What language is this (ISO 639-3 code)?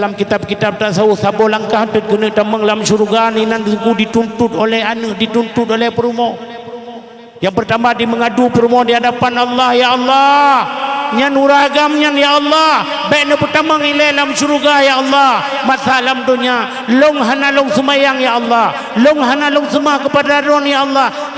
ace